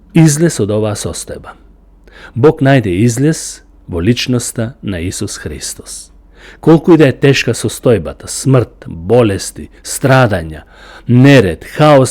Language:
Macedonian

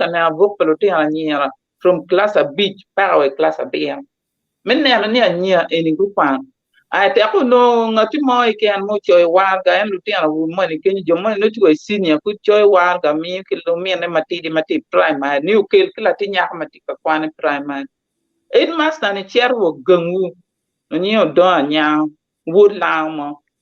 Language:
Acoli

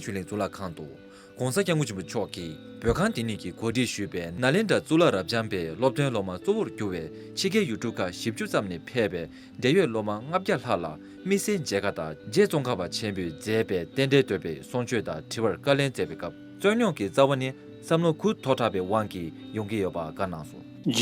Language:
Tibetan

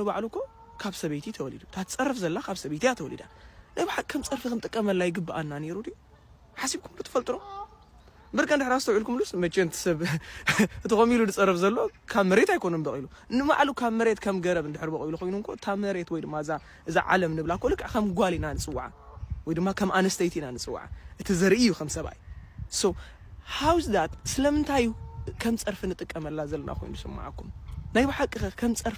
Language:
Tigrinya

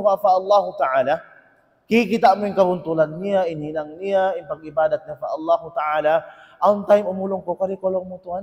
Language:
Tausug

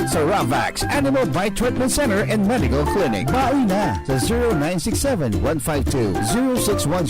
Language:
Bikol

